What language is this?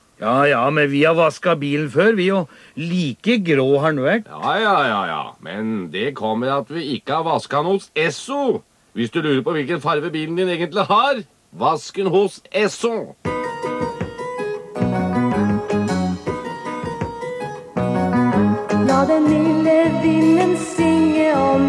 Norwegian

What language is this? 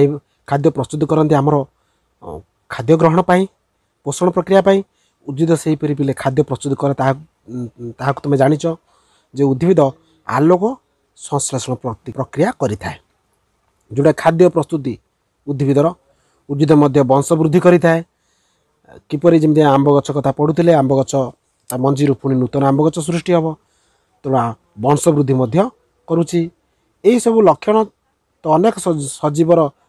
Odia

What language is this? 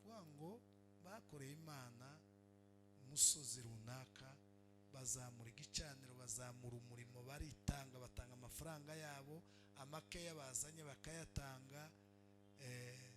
Kinyarwanda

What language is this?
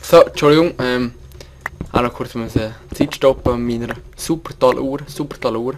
Swiss German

